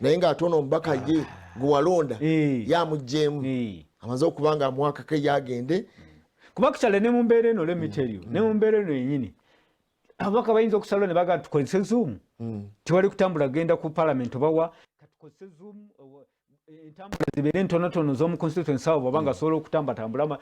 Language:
Ganda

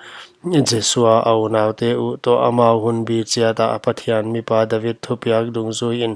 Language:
Paite Chin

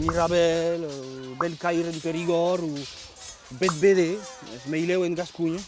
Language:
Occitan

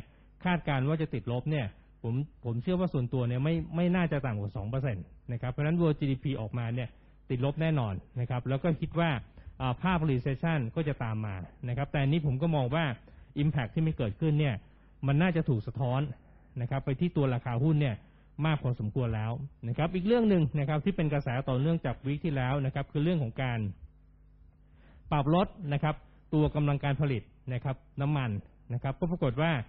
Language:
Thai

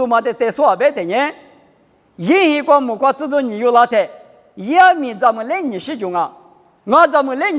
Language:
Lisu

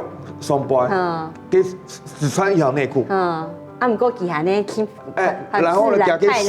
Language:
Hakka Chinese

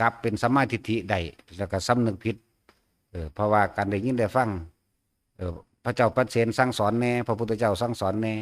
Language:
Northeastern Thai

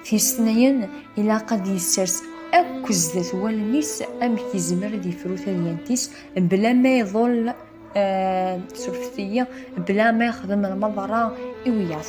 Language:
Kabyle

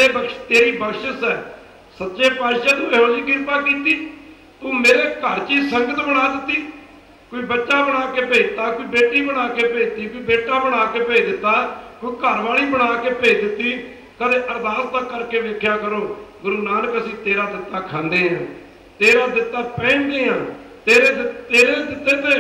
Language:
Punjabi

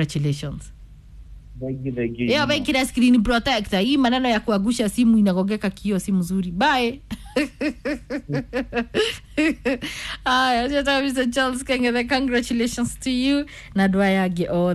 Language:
Kikuyu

